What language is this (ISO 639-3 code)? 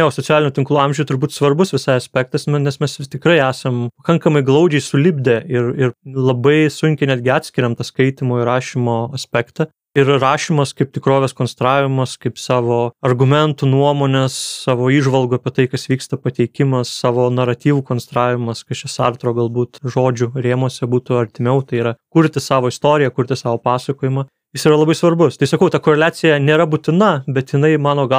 lit